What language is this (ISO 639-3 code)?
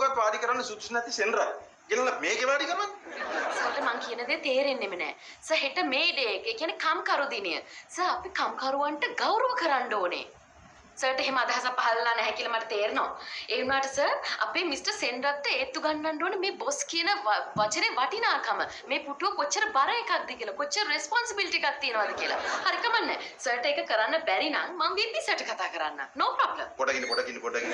sin